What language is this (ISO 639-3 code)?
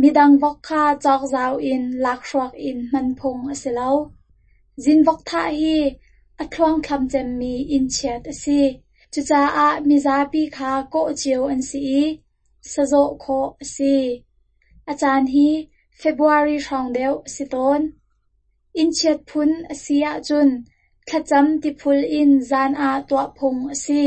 cnh